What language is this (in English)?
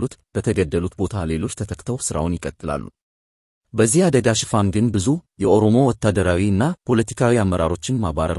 Amharic